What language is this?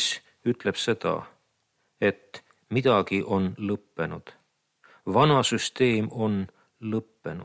Estonian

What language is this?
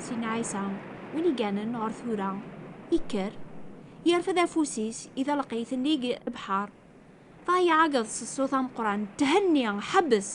Kabyle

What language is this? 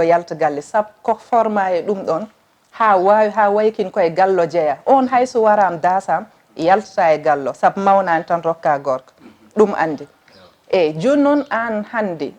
Fula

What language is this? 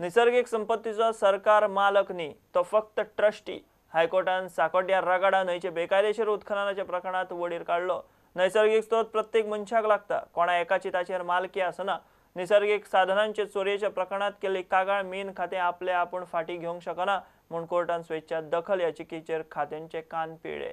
Konkani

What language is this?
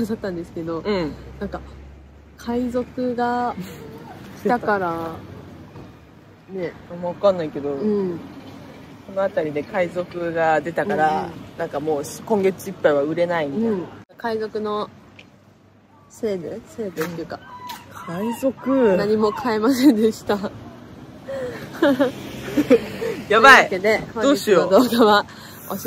Japanese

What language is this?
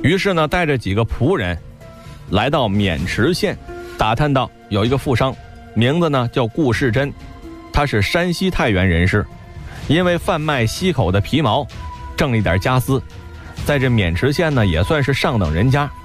Chinese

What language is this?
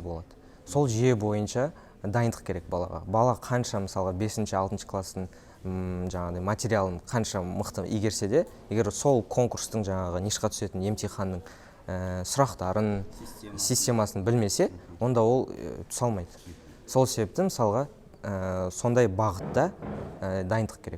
Kazakh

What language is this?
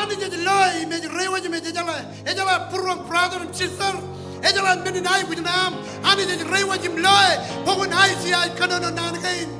Marshallese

